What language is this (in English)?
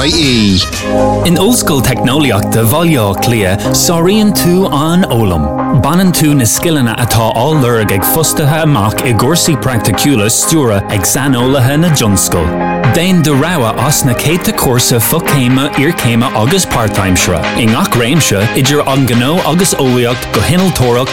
English